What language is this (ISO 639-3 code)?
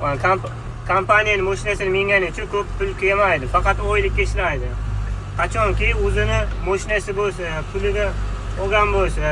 uzb